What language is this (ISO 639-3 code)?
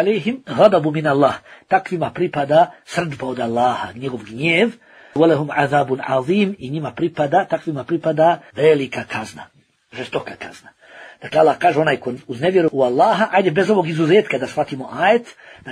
bos